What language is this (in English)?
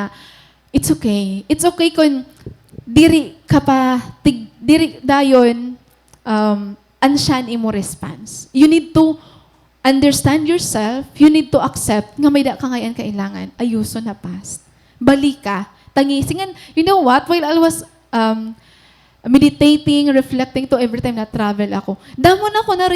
Waray